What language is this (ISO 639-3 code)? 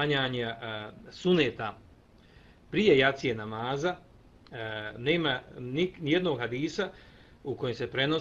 bos